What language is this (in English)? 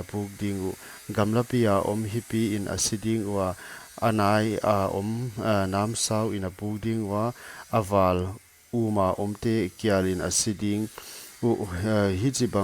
Paite Chin